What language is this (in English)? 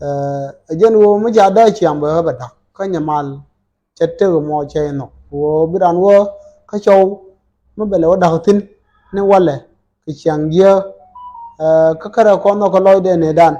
Nuer